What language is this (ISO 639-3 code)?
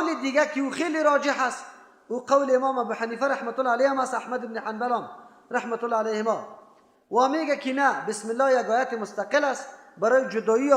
fas